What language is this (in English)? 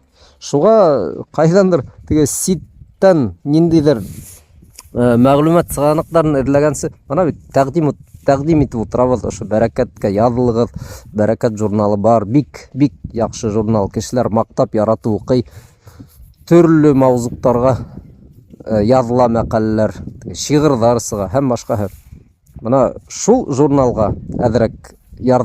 Bashkir